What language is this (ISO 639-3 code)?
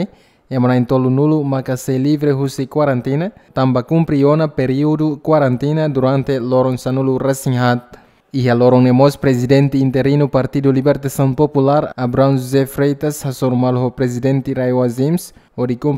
tet